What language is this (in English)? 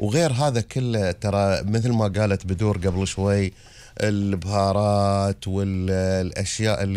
Gulf Arabic